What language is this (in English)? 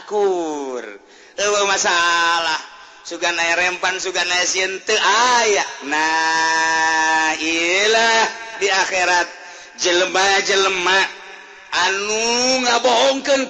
Sundanese